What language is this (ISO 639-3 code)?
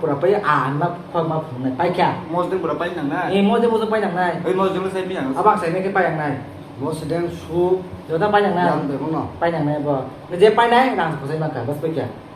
trp